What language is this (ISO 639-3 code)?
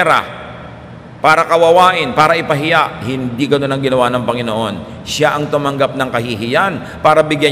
fil